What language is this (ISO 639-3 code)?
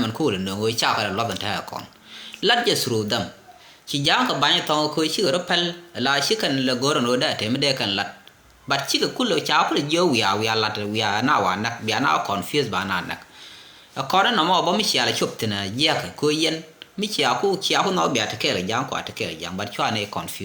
nus